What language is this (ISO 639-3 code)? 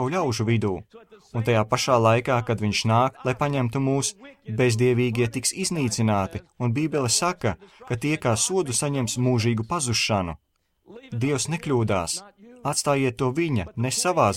lav